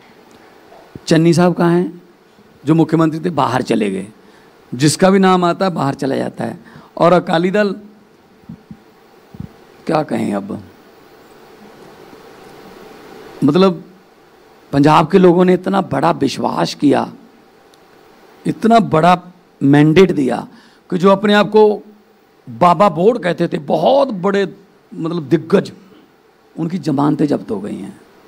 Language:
Hindi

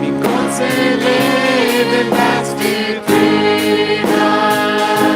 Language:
Plautdietsch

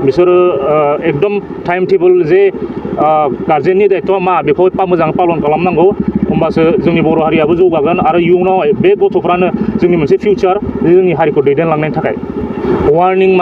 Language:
Bodo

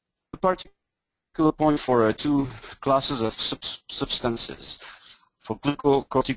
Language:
English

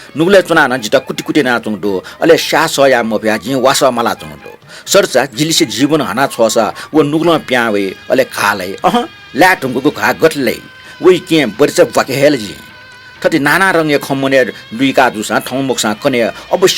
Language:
Newari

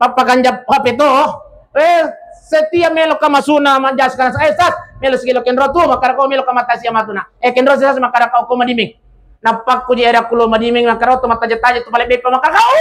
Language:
Buginese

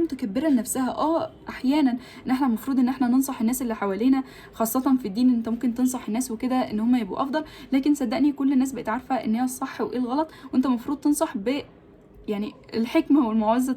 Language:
Egyptian Arabic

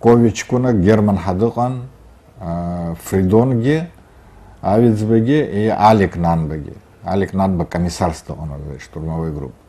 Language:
Abkhazian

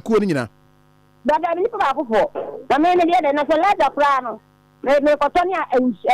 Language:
Akan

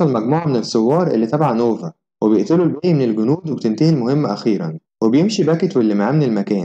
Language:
Egyptian Arabic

